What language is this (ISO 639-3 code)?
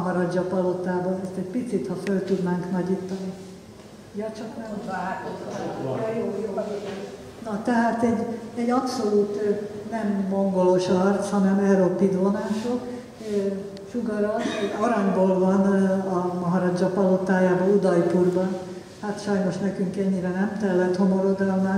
hun